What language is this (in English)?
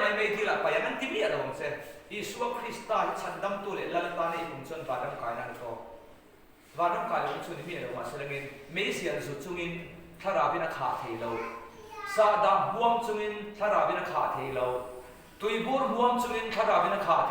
Mizo